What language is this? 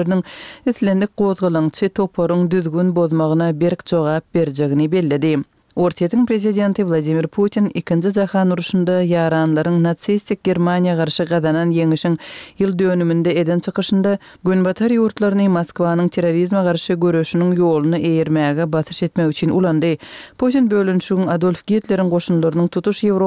Turkmen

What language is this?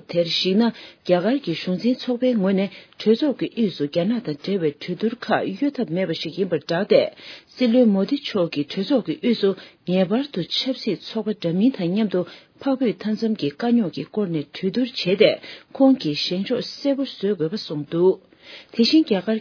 Tibetan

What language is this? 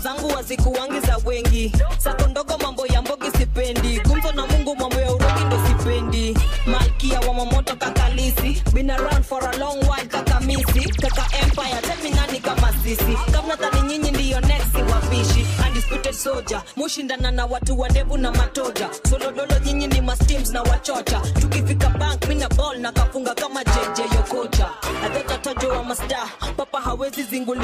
Swahili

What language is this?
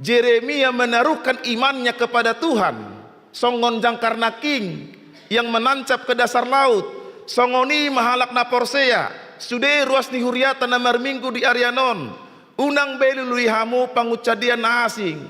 Batak Toba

